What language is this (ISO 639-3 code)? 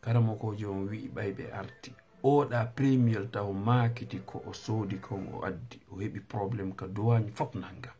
ful